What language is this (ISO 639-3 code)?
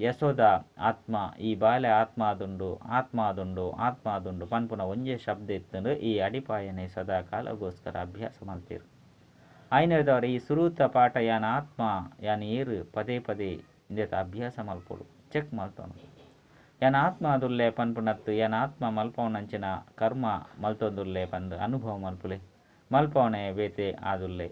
tcy